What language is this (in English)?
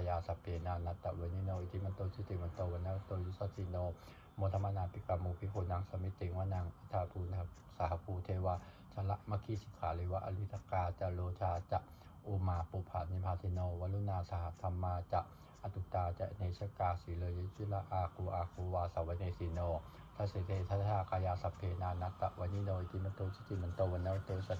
Pali